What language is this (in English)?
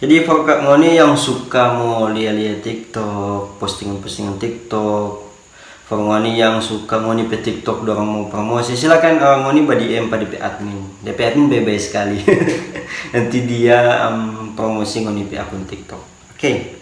Manado Malay